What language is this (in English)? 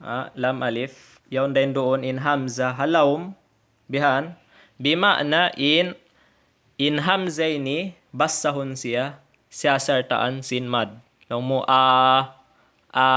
Tausug